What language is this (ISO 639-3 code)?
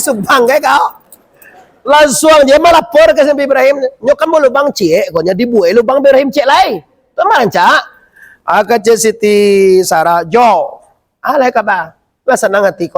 min